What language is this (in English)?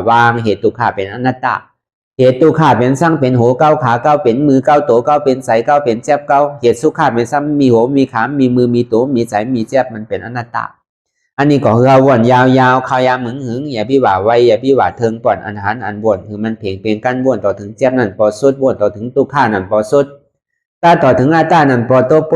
Shan